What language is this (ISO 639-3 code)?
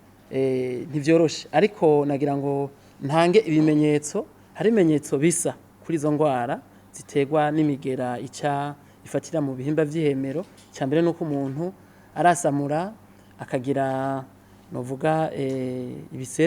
run